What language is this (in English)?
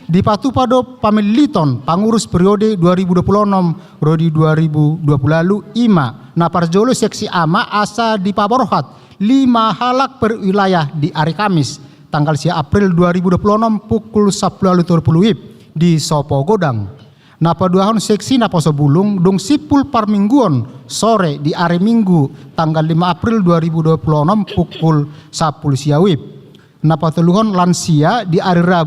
Batak Toba